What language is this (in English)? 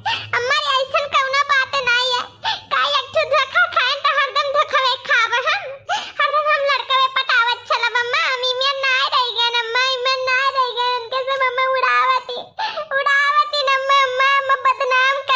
Awadhi